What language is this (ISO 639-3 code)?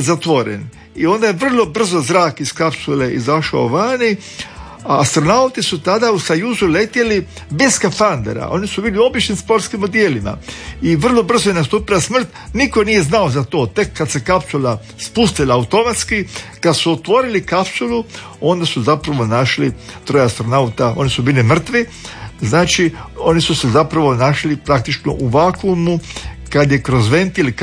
hrv